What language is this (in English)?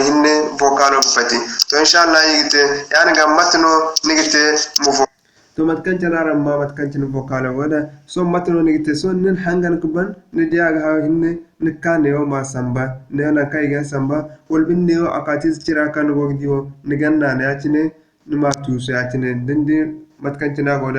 Zarma